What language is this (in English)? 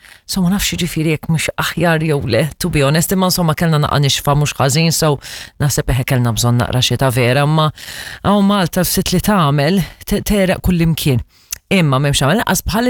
Maltese